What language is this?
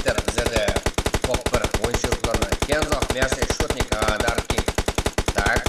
Kara-Kalpak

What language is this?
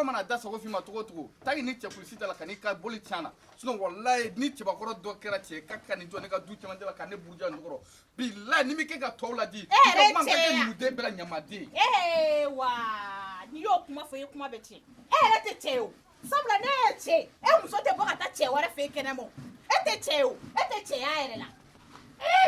Bambara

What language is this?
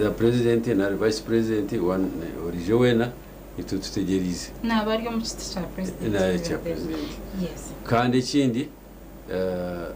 Nyankole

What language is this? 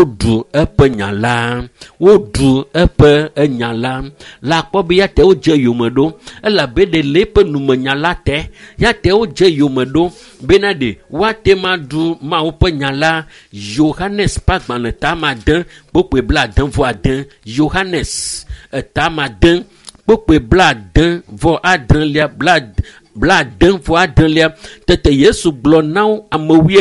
Ewe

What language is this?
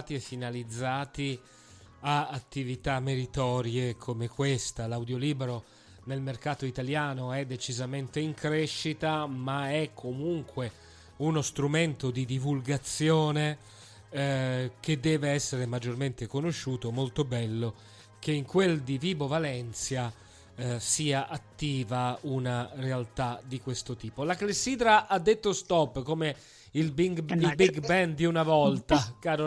Italian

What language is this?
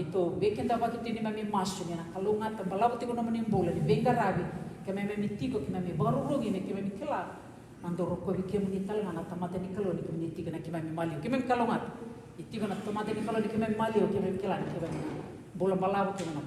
Fijian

